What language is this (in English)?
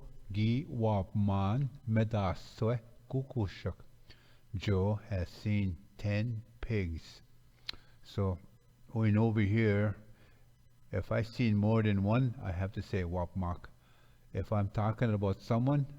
Ojibwa